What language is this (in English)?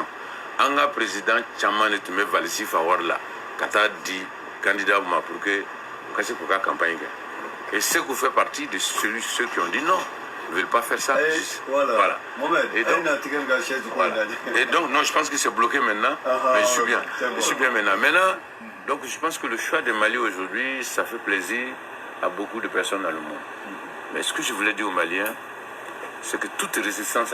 Bambara